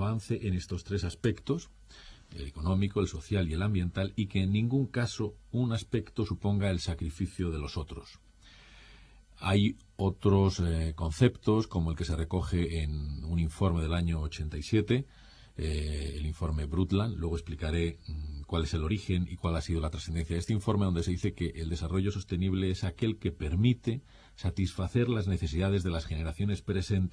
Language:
Spanish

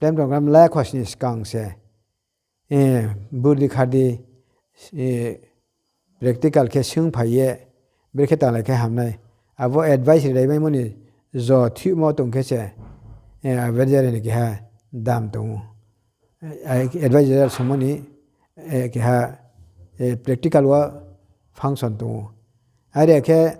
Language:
Riang (India)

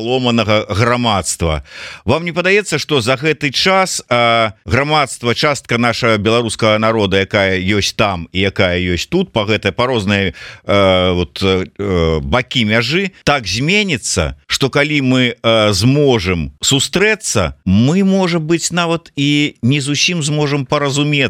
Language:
Belarusian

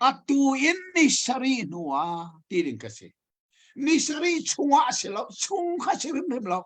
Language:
Hakha Chin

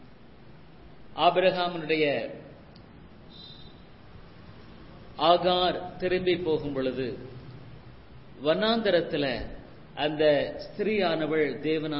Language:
Tamil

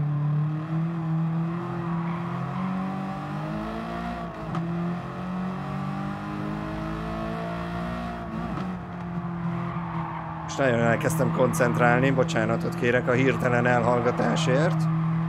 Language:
Hungarian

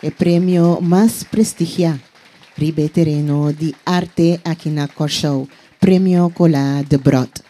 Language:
Papiamento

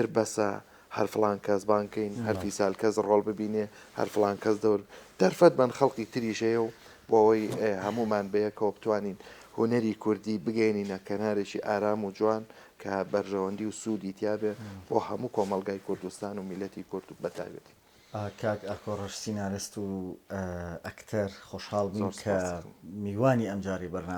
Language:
Central Kurdish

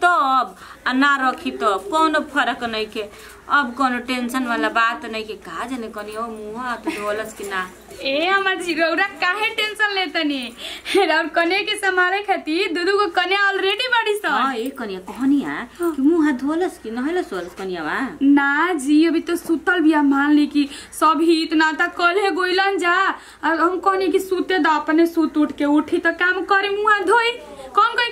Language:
Bhojpuri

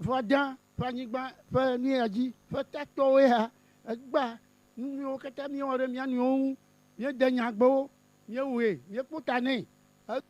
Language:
Ewe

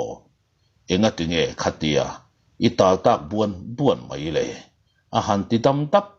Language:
Mizo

